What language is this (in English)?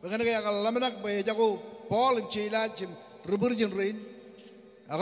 Marshallese